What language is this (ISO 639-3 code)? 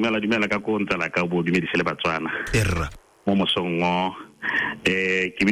tsn